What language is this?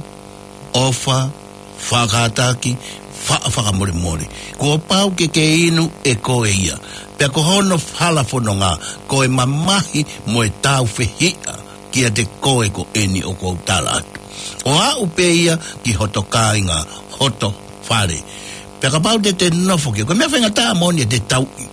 Tongan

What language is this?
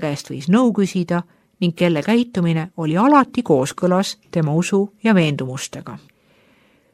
Estonian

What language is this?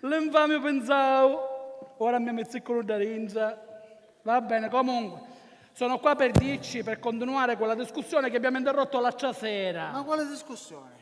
Sicilian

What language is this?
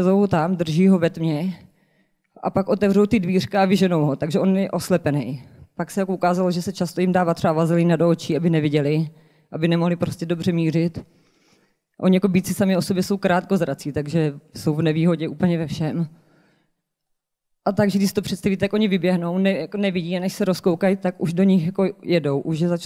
Czech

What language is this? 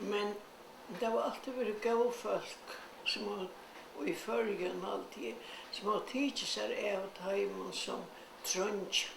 Faroese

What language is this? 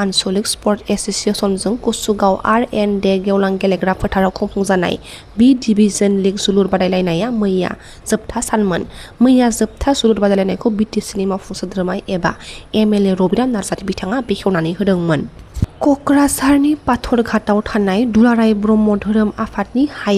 Bodo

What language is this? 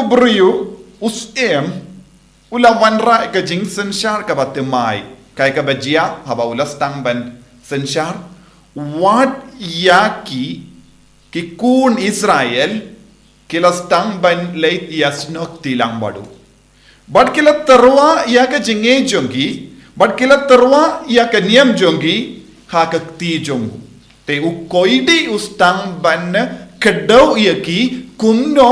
Khasi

